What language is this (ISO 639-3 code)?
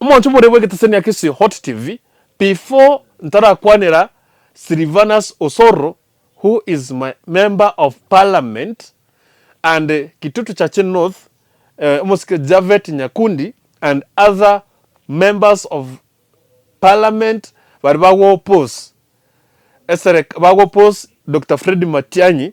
guz